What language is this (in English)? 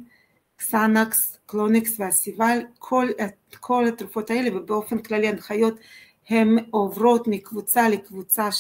Hebrew